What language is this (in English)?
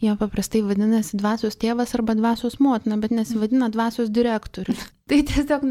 Lithuanian